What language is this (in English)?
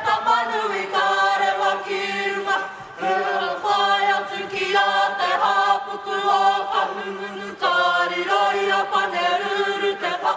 Māori